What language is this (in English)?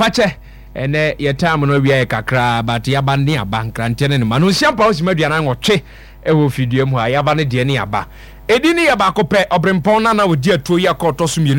Akan